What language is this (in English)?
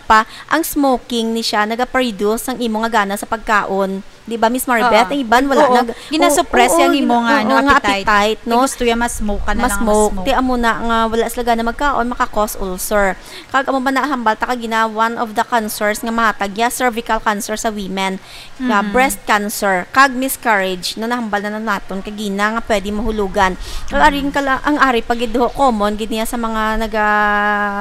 Hiligaynon